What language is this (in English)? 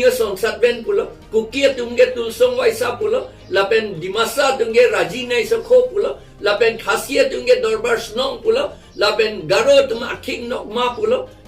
Karbi